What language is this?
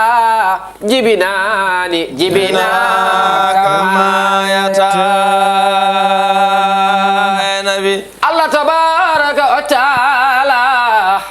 Fula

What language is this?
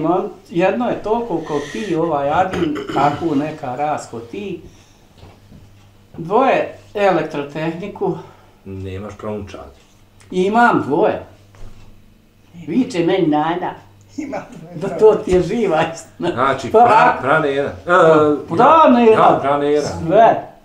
Bosnian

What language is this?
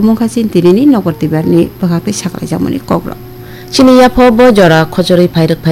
Kok Borok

